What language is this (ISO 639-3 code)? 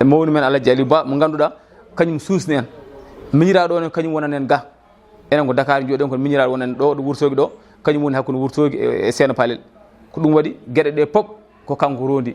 ful